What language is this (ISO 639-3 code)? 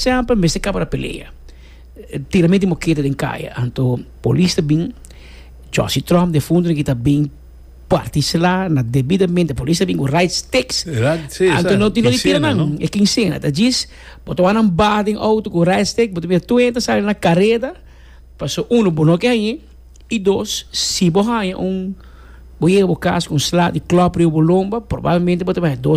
pap